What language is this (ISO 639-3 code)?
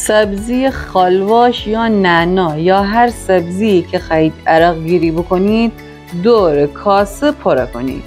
glk